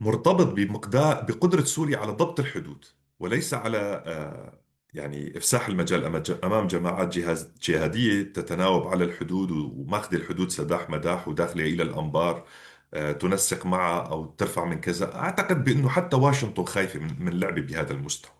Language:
North Levantine Arabic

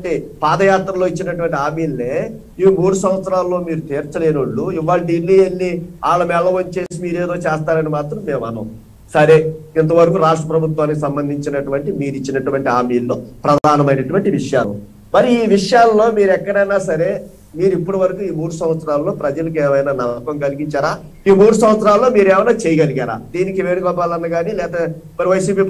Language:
Telugu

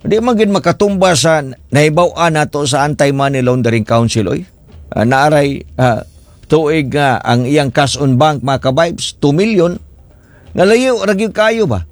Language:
Cebuano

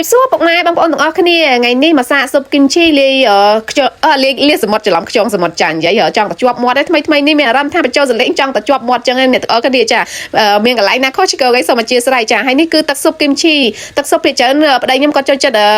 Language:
Khmer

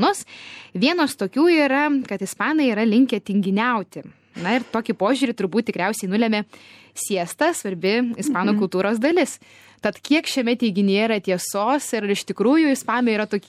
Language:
Lithuanian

